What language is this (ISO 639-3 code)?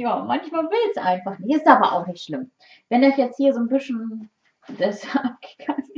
deu